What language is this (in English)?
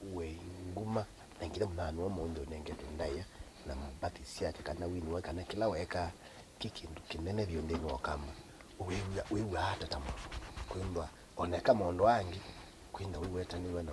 Kamba